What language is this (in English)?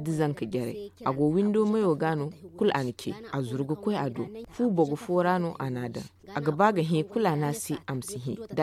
Zarma